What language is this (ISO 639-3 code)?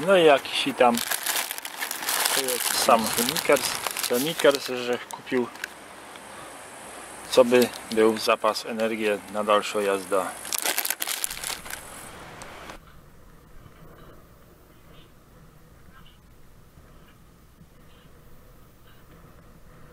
pol